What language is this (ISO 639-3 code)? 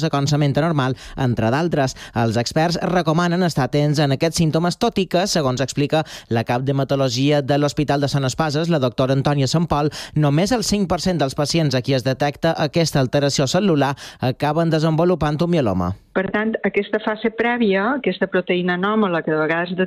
cat